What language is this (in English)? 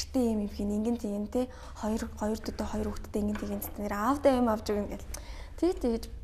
Mongolian